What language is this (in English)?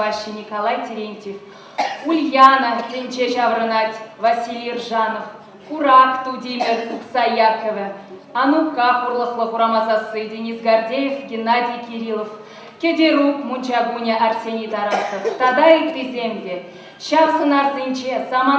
Chuvash